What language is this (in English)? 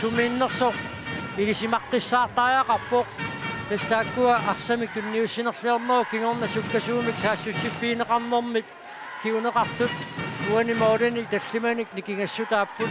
Kalaallisut